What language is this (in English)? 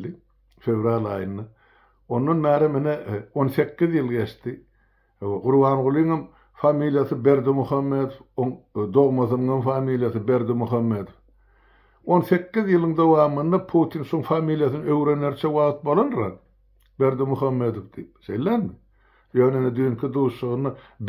Turkmen